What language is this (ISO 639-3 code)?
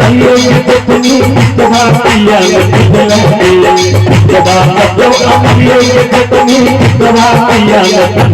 mai